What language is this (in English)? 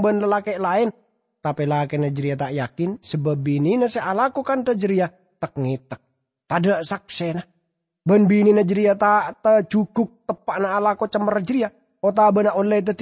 Madurese